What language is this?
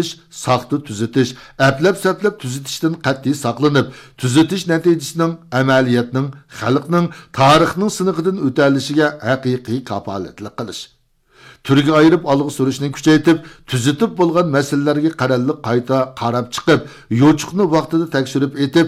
Uyghur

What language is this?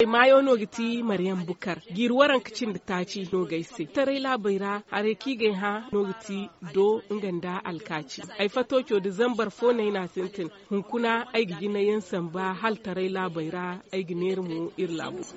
Zarma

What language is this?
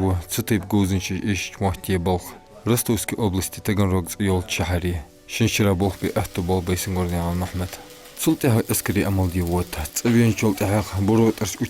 Ingush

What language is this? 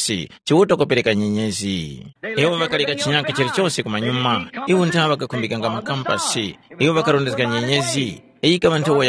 Tumbuka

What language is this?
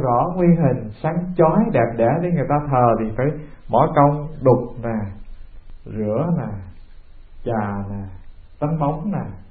Vietnamese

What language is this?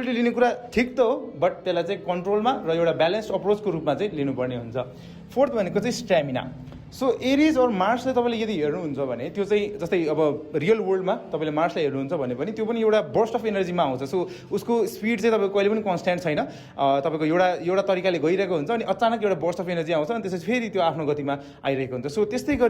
Nepali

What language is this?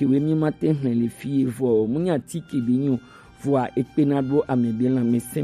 Gen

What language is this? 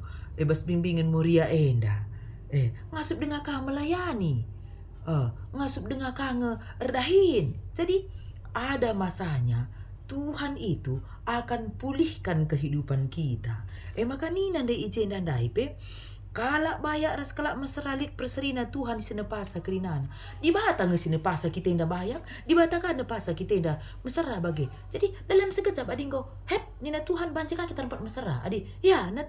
Batak Karo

